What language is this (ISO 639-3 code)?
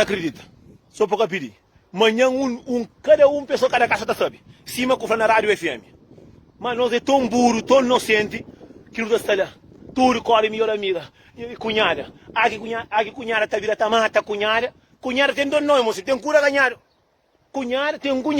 kea